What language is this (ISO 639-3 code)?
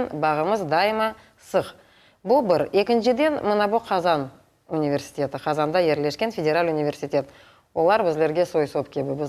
crh